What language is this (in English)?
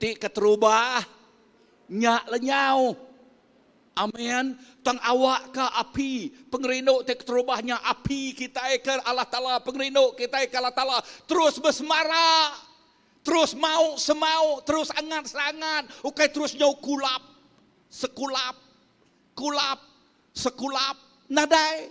Iban